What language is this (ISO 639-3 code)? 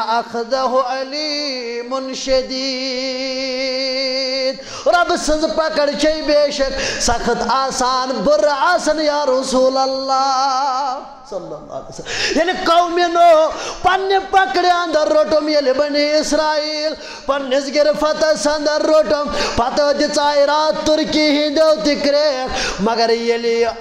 kas